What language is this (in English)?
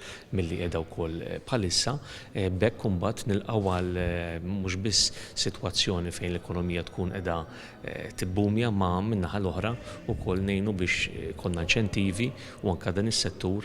Maltese